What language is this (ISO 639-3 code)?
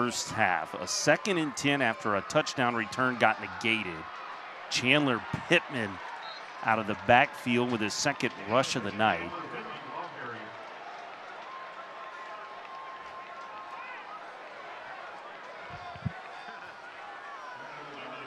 eng